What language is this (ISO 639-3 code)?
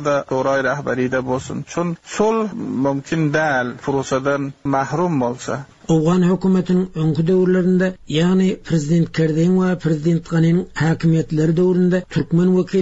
tuk